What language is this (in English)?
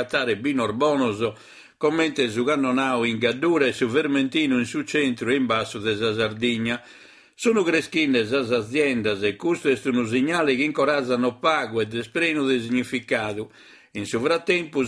Sardinian